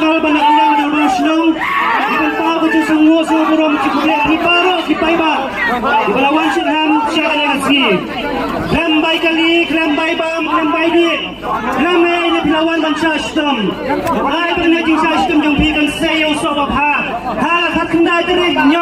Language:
Khasi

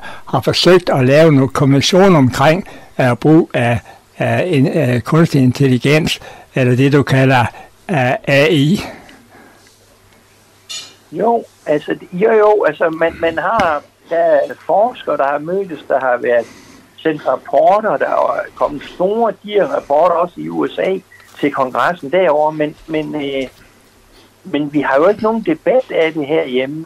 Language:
Danish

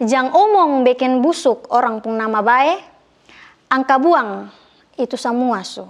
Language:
Kupang Malay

